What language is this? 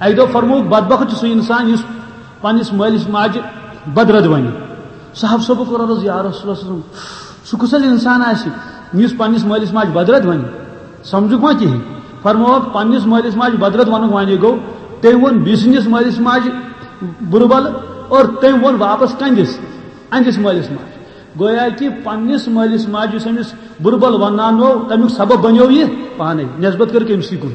Kashmiri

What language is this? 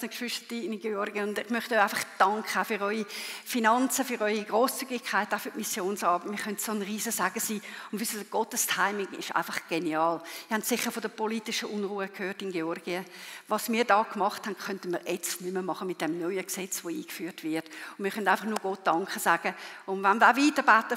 Swiss German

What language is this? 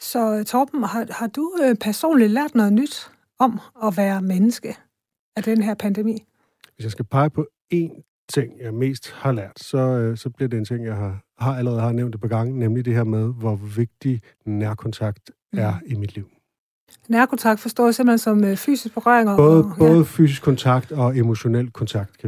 Danish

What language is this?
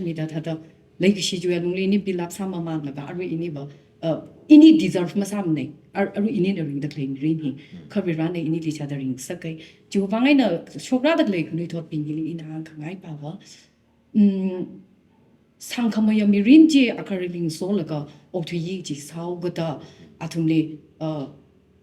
Tangkhul Naga (India)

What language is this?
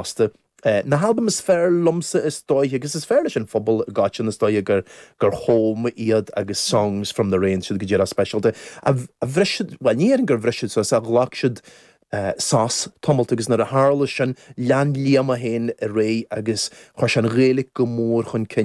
Irish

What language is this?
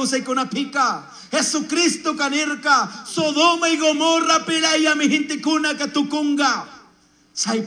Chimborazo Highland Quichua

